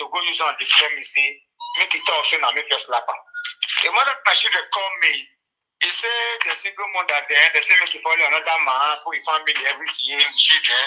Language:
Nigerian Pidgin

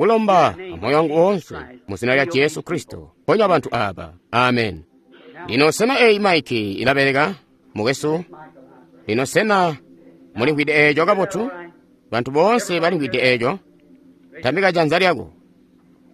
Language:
Tonga (Zambia)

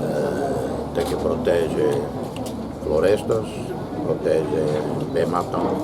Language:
Tetum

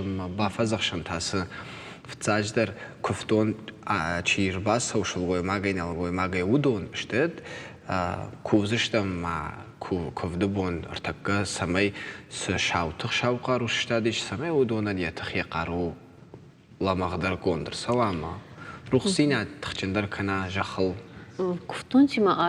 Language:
Ossetic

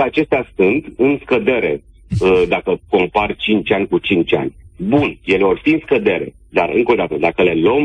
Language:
Romanian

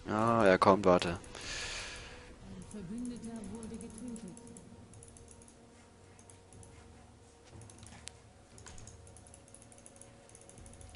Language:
German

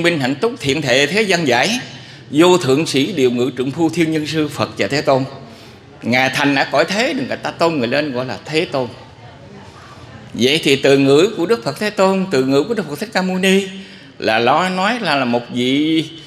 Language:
Vietnamese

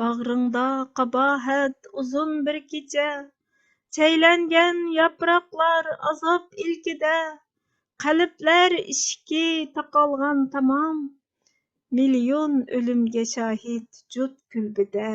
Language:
Uyghur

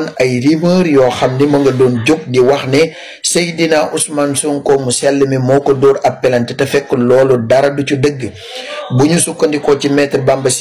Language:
Wolof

